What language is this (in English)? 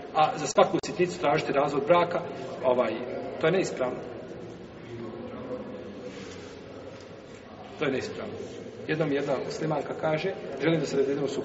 Bosnian